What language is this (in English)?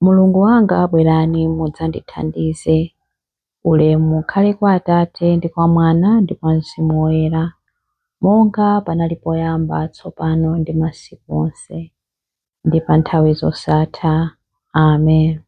Nyanja